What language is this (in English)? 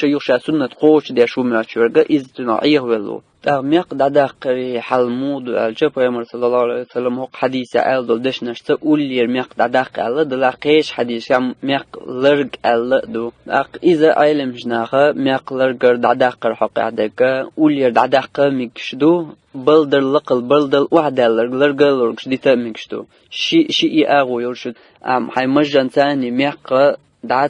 Chechen